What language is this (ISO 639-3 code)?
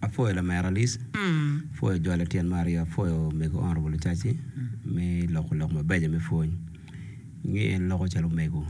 ach